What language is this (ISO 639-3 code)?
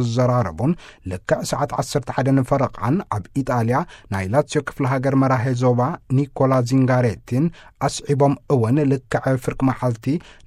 tir